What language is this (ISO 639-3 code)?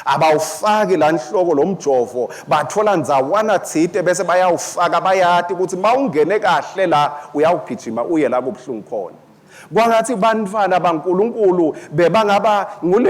ssw